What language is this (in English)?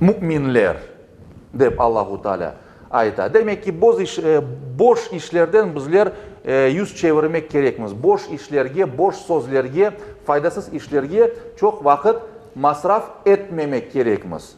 Crimean Tatar